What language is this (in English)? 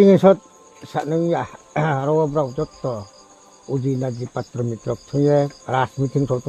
Riang (India)